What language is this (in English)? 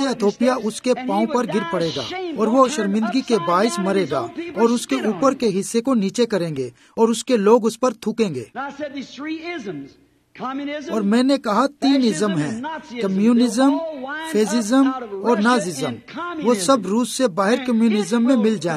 Urdu